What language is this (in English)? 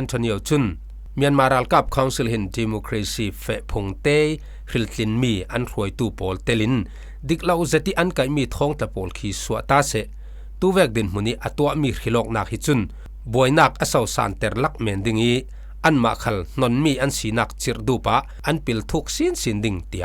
Falam Chin